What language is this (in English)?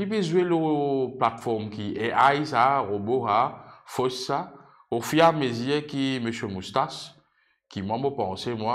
Morisyen